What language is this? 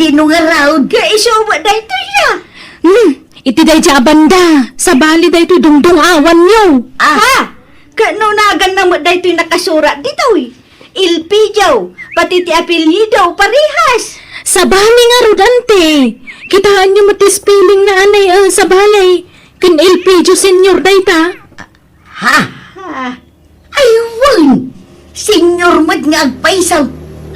Iloko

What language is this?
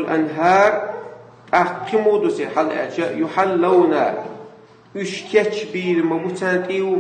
Chechen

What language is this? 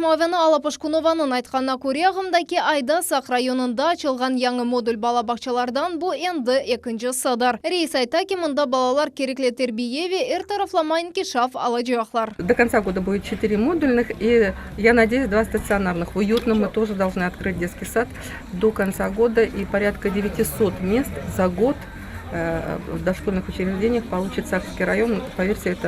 Crimean Tatar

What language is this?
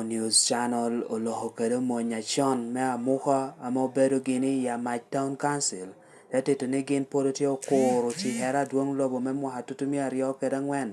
Lango (Uganda)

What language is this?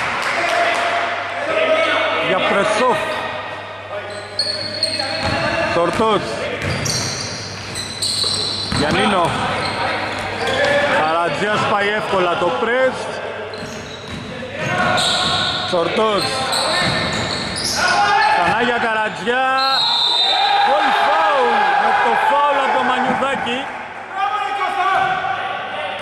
Greek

